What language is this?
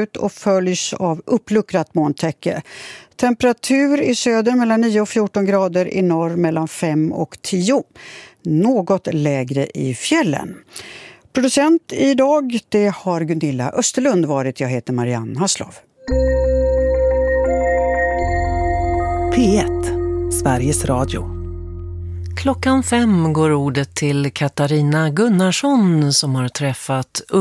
Swedish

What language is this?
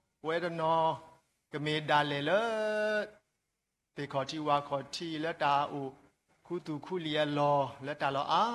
S'gaw Karen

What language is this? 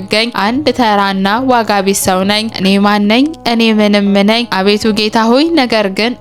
Amharic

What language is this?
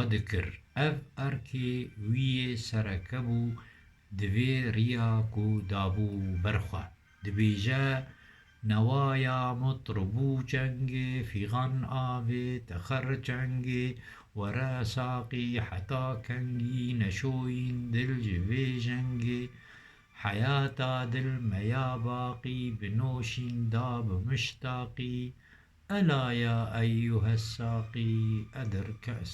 Kurdish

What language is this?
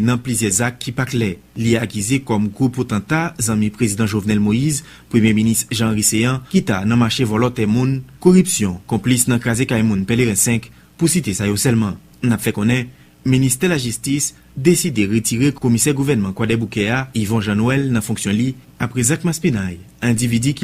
Haitian Creole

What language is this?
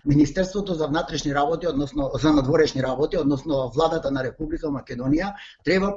Macedonian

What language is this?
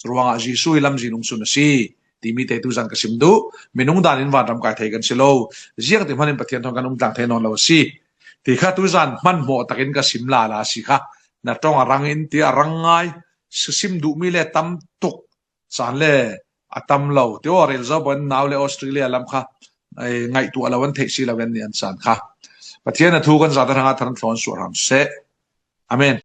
Falam Chin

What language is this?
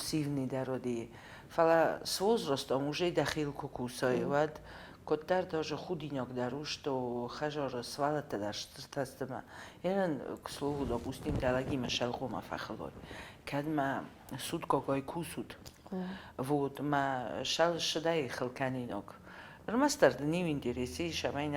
Ossetic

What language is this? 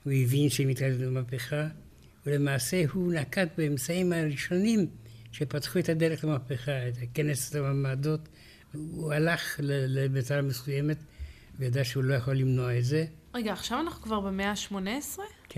Hebrew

